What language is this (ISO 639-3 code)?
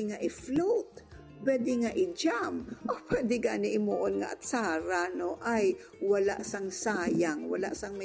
hil